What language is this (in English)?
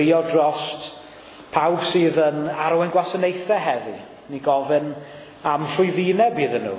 Welsh